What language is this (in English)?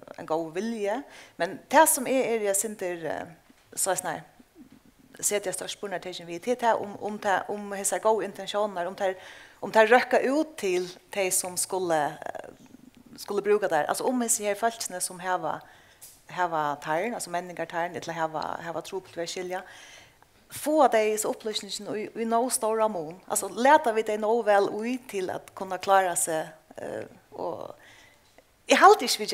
Faroese